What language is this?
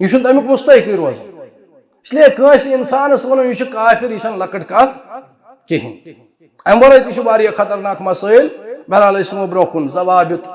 Kashmiri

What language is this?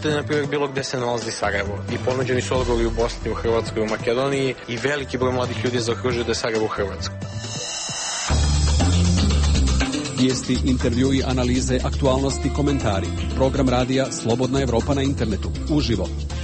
Serbian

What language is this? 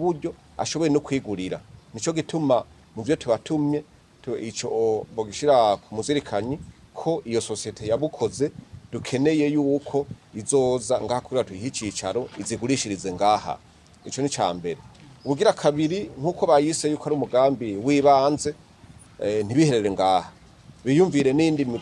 Rundi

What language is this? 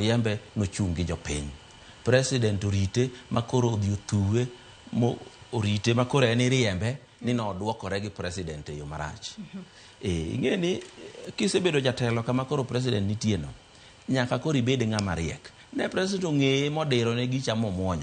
Luo (Kenya and Tanzania)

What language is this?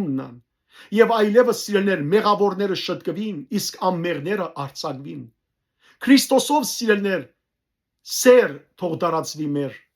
Western Armenian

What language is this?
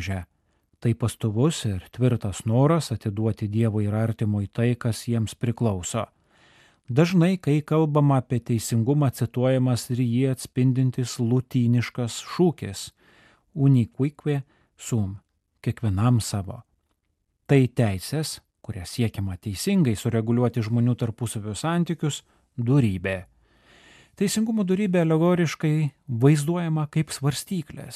Lithuanian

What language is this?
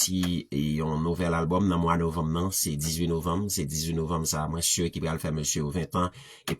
Haitian Creole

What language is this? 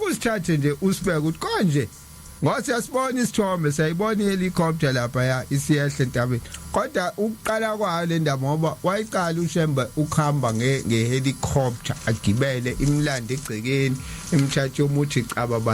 Zulu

